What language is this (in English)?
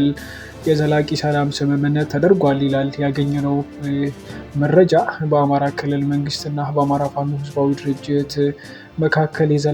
Amharic